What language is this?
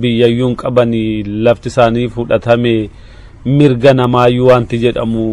Oromo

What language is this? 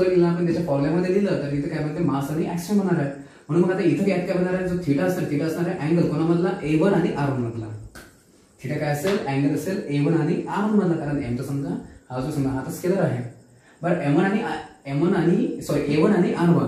Marathi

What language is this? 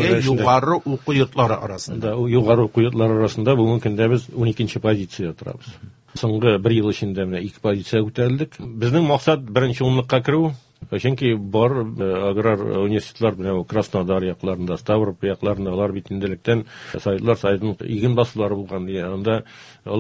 Tatar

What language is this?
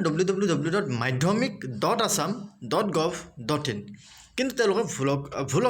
Assamese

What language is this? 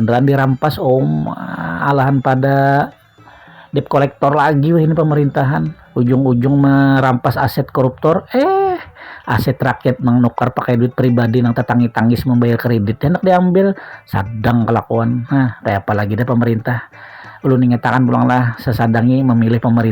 Banjar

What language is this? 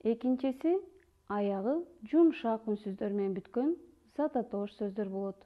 Kyrgyz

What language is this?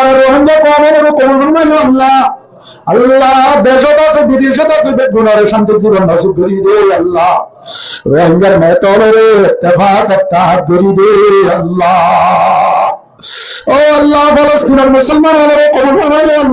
Rohingya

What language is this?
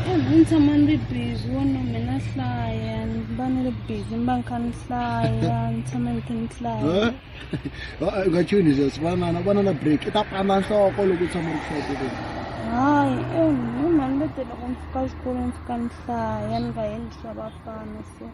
Tsonga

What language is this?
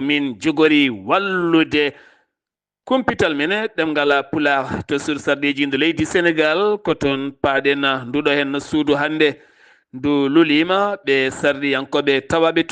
Fula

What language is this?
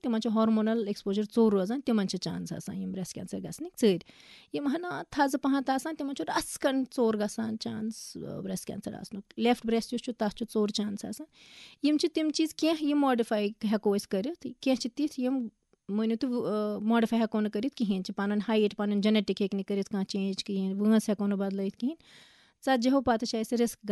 Kashmiri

